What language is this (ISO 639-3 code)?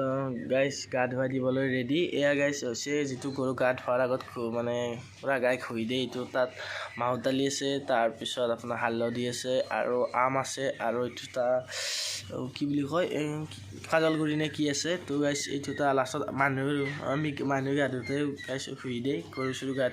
asm